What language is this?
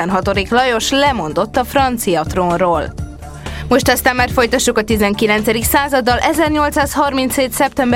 Hungarian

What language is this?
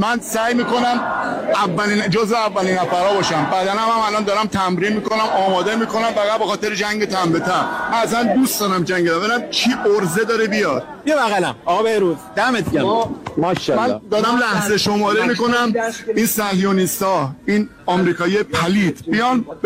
Persian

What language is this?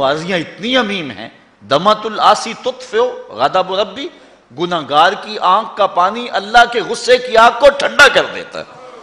Urdu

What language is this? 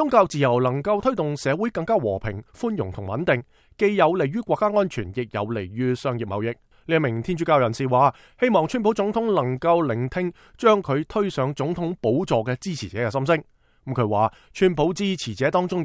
Cantonese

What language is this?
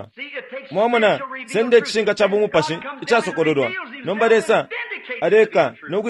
Bemba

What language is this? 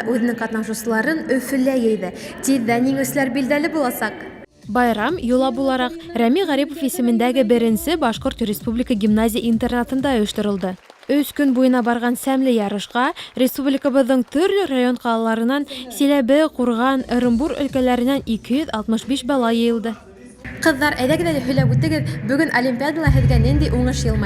Bashkir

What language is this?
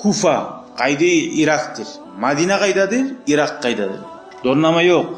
Kumyk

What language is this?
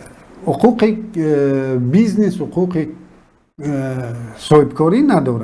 Tajik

